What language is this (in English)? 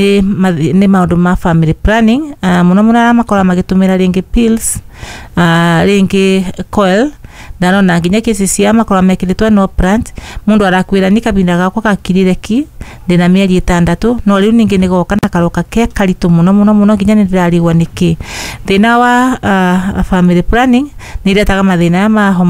Kikuyu